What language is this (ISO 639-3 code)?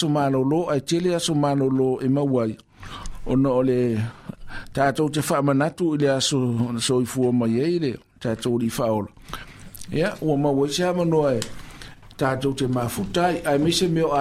smo